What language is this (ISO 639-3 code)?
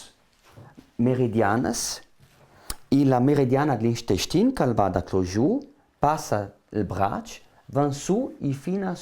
lld